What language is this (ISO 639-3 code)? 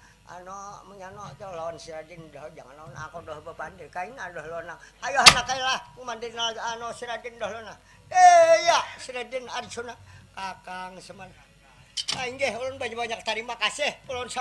bjn